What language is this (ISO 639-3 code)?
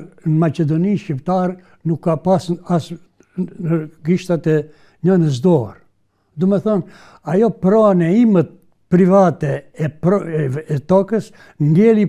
sqi